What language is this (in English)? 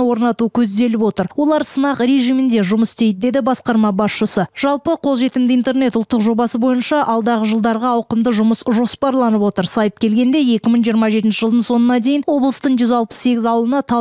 Kazakh